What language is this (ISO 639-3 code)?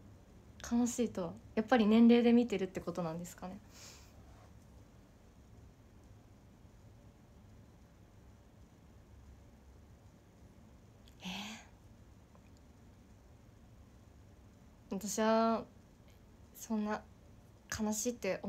jpn